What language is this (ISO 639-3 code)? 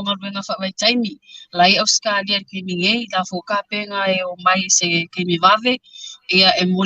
smo